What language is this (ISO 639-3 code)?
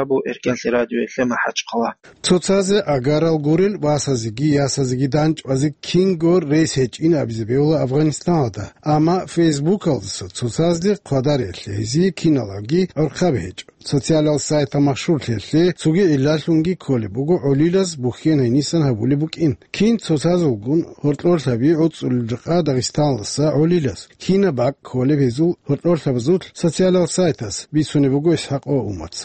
ava